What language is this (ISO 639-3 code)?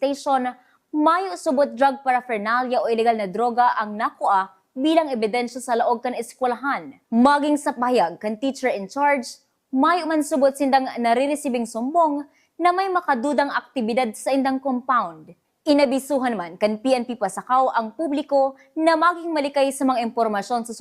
bik